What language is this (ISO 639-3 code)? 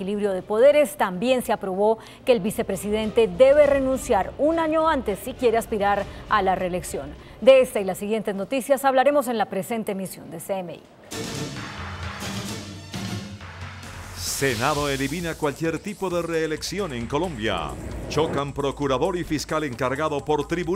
spa